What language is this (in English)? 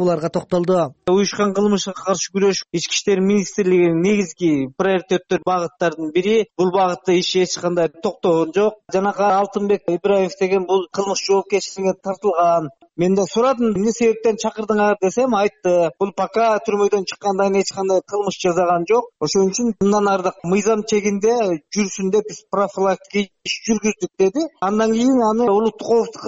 Kyrgyz